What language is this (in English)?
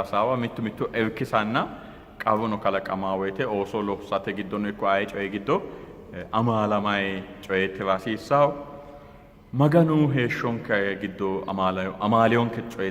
Sidamo